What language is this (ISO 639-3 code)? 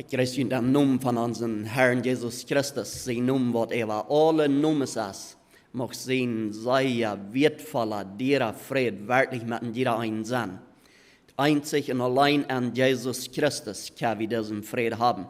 pdt